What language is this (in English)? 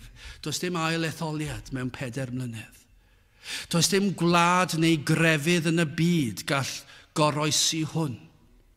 Welsh